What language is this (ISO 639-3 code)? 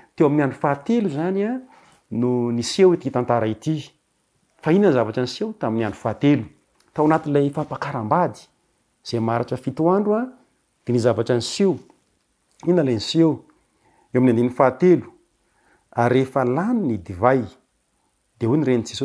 mlg